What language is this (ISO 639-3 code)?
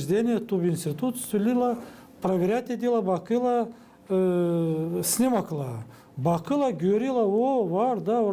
gag